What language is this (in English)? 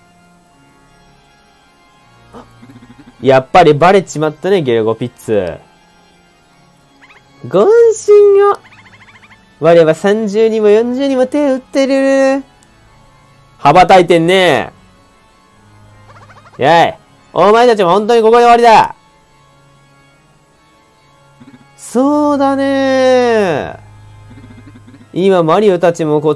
Japanese